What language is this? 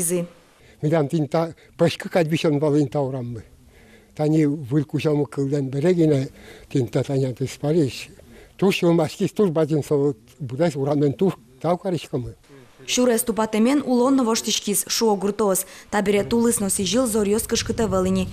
Udmurt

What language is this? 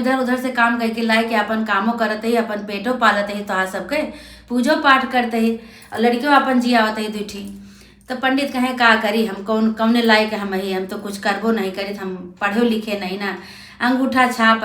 Awadhi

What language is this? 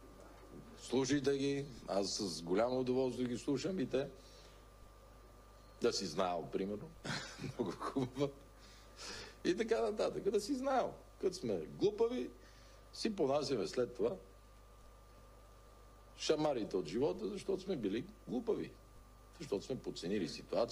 Bulgarian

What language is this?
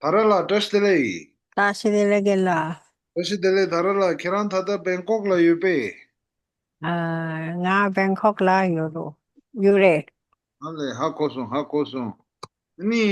Tibetan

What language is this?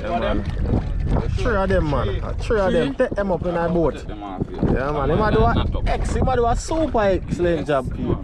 Jamaican Creole English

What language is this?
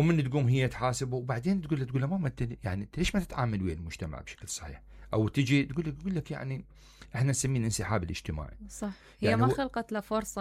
Mesopotamian Arabic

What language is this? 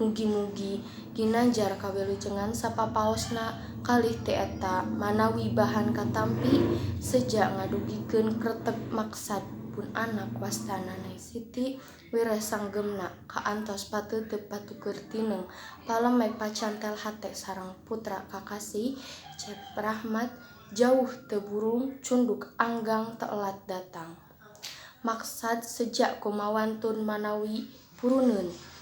Sundanese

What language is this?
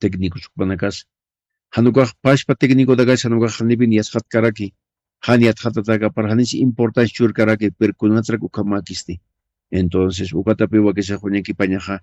Aymara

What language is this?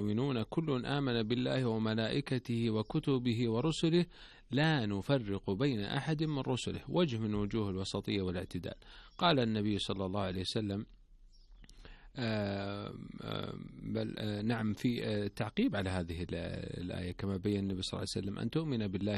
Arabic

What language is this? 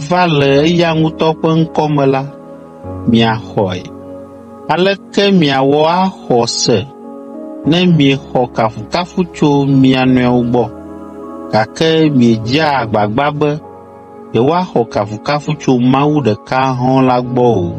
Ewe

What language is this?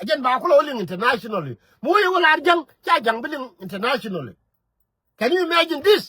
Nuer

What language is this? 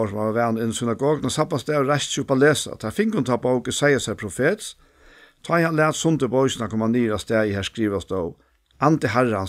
Faroese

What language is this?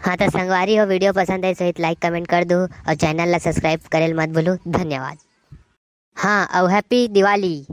Chhattisgarhi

